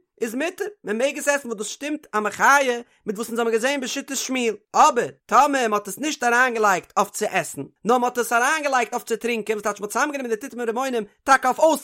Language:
Yiddish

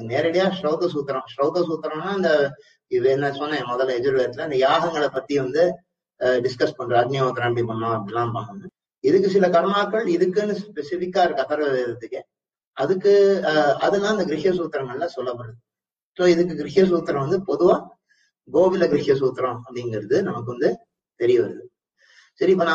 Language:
Tamil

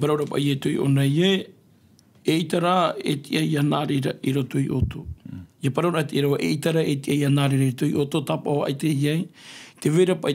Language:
Tahitian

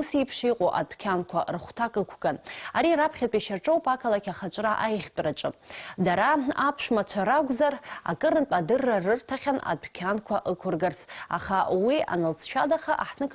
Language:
Abkhazian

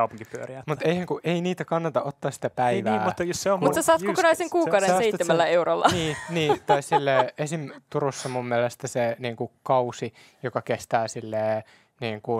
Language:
Finnish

